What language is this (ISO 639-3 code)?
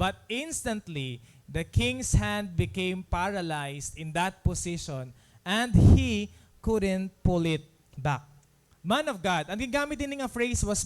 war